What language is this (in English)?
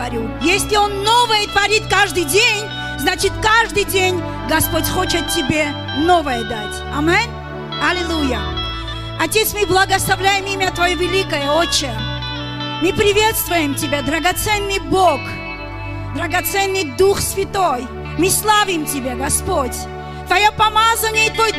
Russian